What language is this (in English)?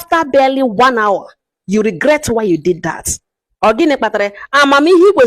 Igbo